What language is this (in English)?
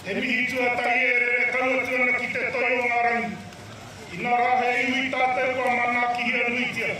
Māori